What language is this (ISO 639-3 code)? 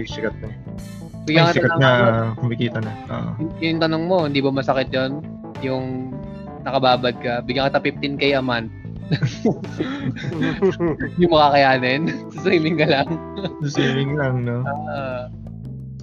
fil